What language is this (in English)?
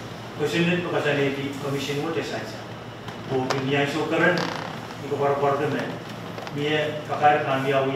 Pohnpeian